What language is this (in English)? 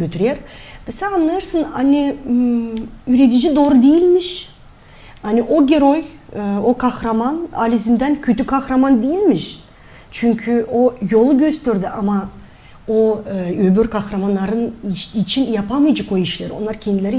Gagauz